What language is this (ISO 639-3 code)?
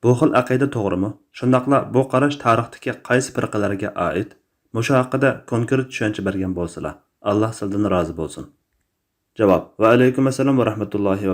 uig